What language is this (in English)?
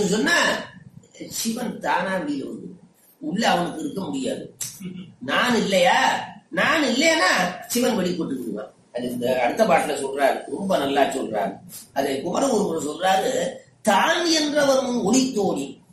Tamil